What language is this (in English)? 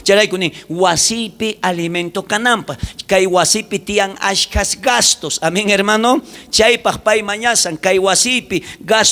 South Bolivian Quechua